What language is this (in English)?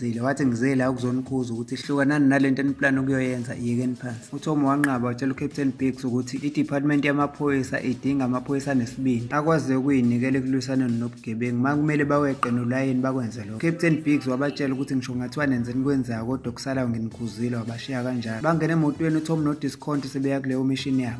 Zulu